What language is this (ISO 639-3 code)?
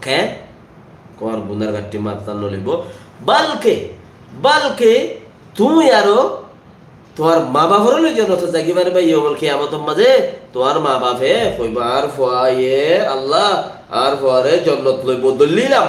rhg